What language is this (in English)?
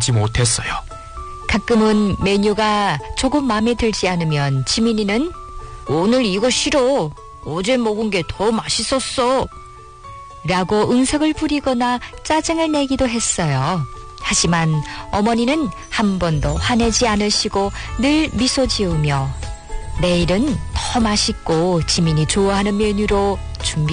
Korean